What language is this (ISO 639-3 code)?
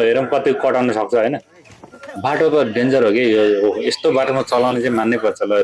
nep